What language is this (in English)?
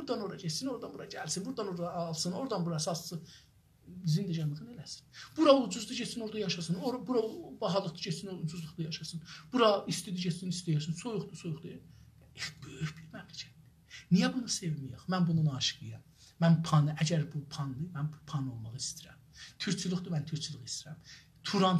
South Azerbaijani